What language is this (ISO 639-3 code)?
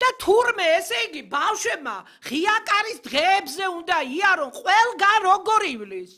kat